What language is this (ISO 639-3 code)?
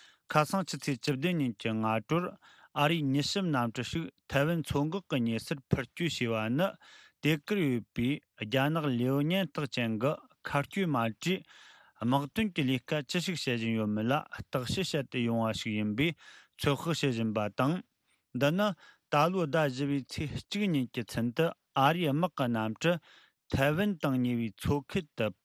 bod